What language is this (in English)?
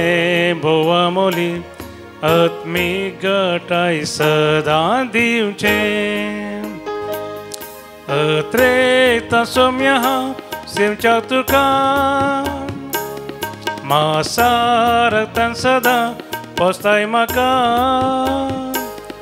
Konkani